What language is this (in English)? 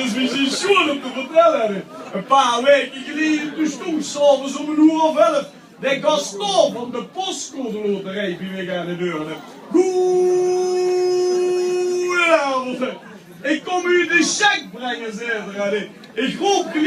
Limburgish